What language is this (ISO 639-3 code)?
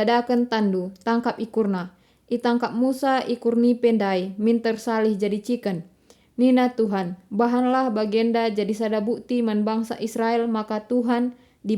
btx